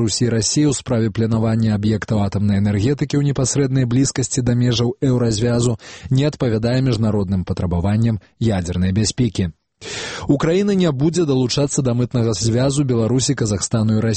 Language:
Belarusian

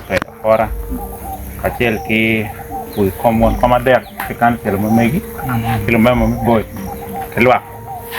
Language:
Acoli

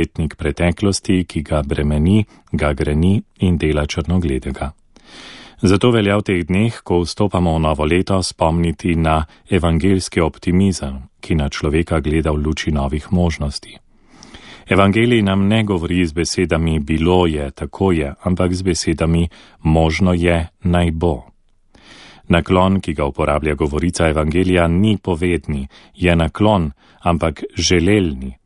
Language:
Slovenian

